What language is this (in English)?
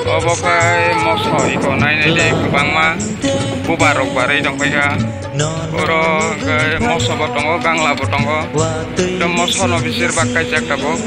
Kok Borok